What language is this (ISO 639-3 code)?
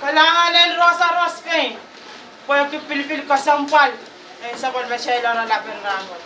pon